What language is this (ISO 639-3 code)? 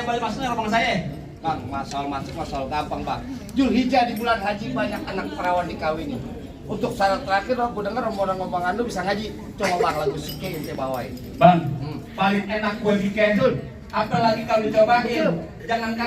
bew